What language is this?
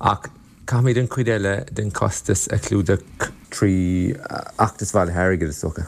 Irish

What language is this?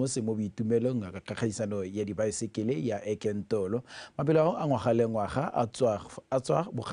Tswana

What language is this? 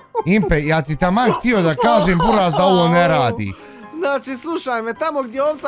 Bosnian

